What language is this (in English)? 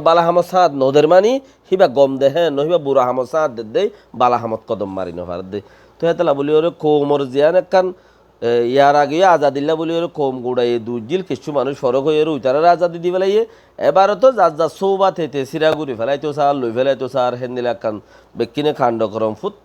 Rohingya